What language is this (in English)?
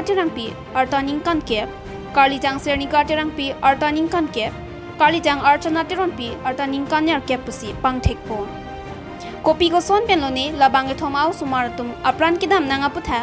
Karbi